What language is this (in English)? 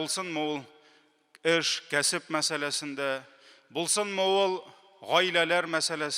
Tatar